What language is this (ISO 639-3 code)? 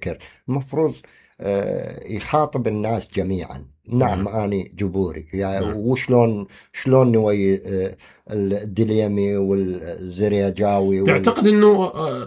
acm